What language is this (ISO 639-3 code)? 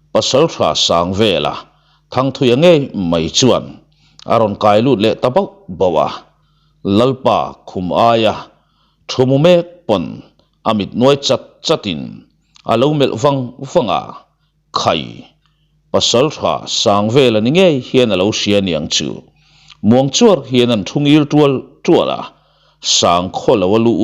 lus